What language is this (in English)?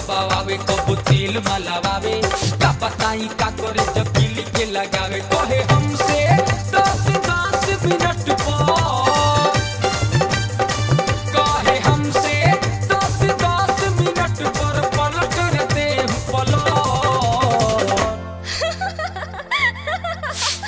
Bhojpuri